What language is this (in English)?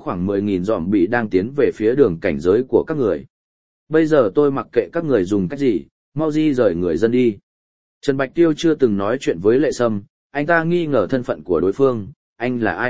Vietnamese